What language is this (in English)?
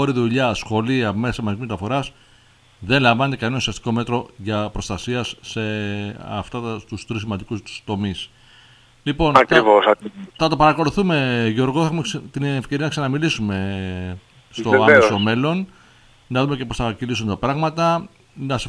Greek